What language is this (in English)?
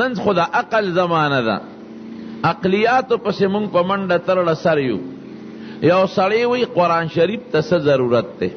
Pashto